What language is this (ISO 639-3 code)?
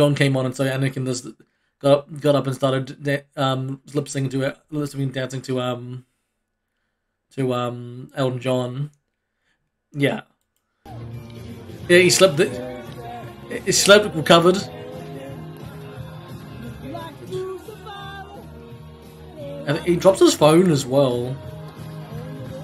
eng